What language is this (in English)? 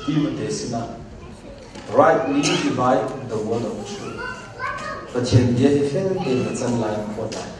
Hakha Chin